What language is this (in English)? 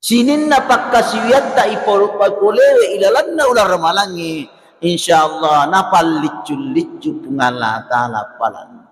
Buginese